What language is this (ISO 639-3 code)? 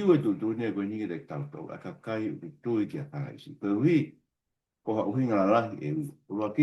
ton